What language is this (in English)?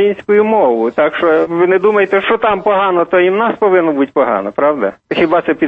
Ukrainian